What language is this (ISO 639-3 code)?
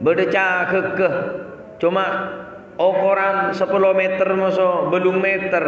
mad